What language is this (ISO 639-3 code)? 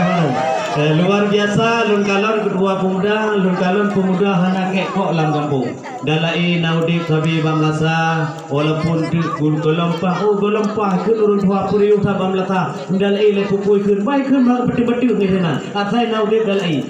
ace